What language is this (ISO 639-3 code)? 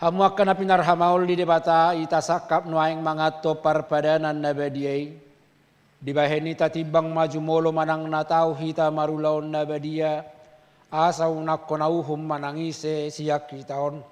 bbc